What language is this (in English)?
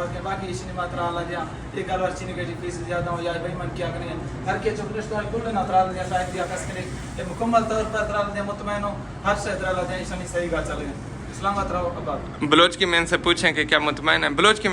Saraiki